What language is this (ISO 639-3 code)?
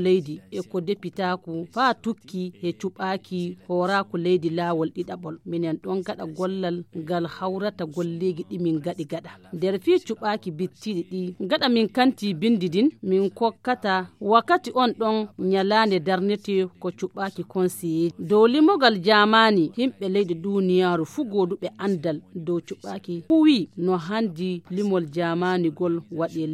ful